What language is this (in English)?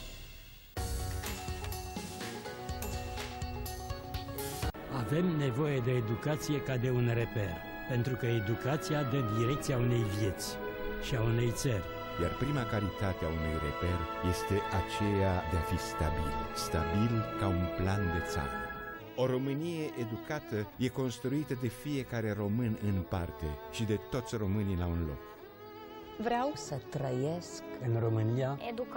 Romanian